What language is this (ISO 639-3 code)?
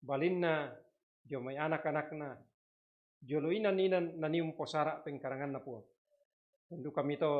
sda